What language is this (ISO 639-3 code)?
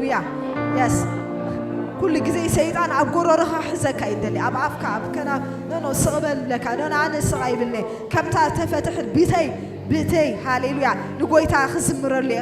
tir